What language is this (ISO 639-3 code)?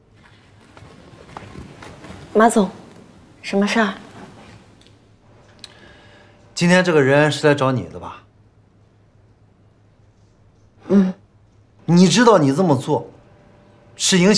zho